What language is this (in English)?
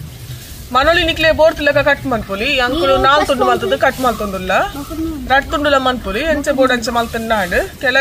Tulu